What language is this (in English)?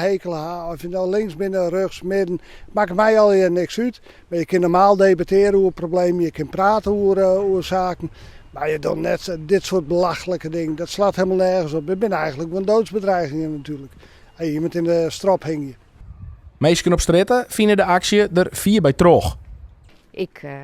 Western Frisian